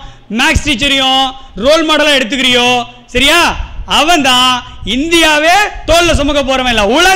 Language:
Tamil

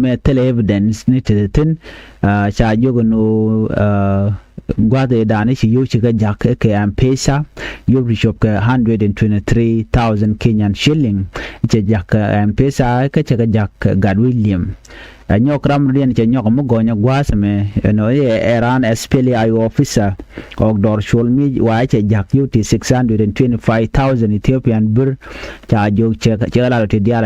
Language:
Nuer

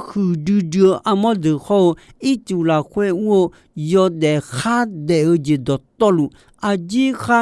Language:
Akha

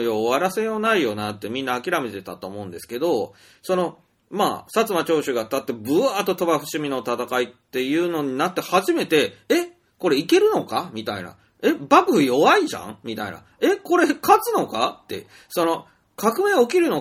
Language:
Japanese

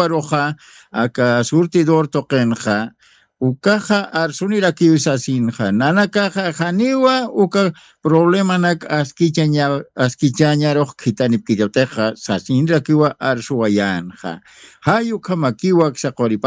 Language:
Aymara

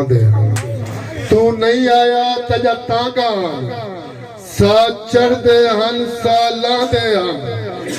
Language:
Saraiki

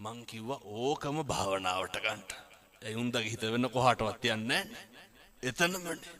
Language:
Sinhala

